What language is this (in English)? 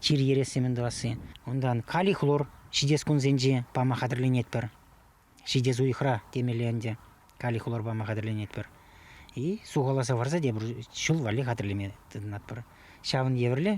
Chuvash